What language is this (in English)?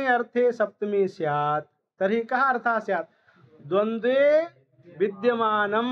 Sanskrit